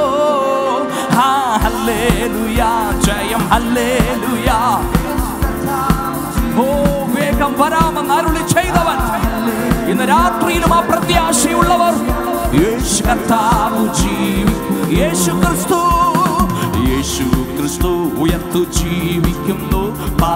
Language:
Malayalam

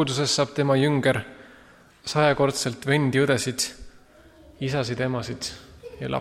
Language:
Estonian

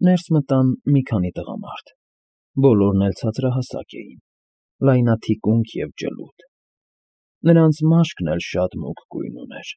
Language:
Armenian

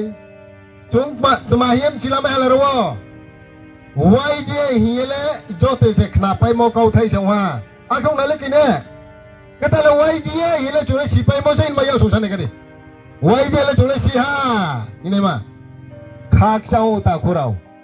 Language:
Riang (India)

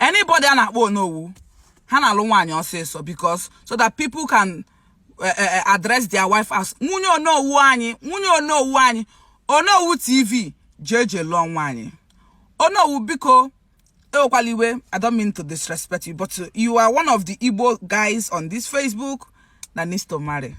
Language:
Igbo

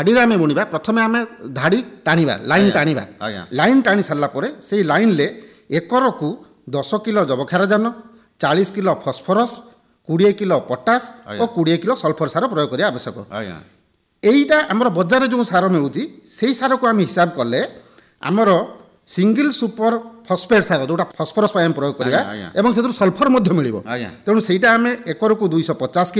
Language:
Odia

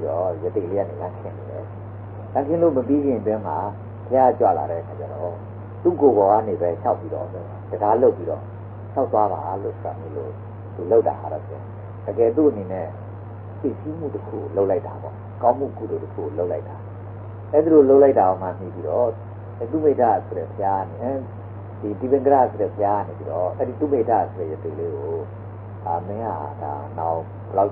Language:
Burmese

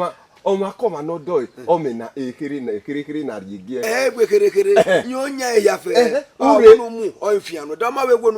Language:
Bini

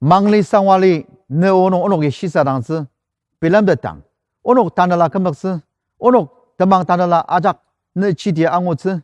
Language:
Ao Naga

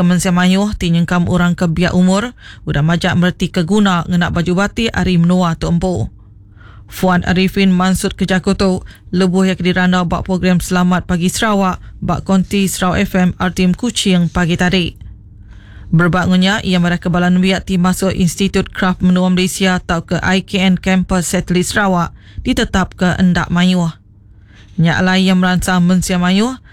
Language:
Iban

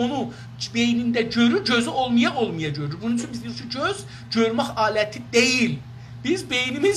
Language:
South Azerbaijani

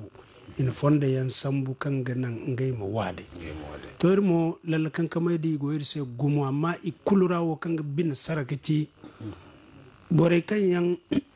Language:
Zarma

